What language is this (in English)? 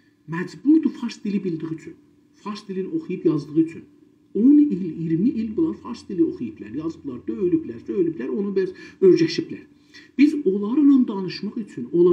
South Azerbaijani